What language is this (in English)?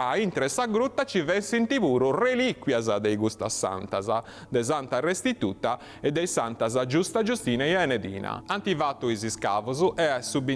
Sardinian